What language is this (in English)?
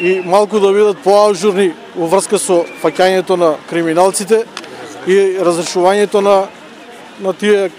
Macedonian